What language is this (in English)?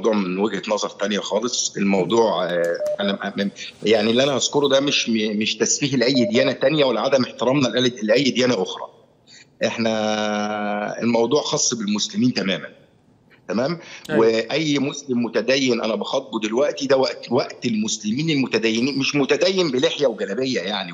Egyptian Arabic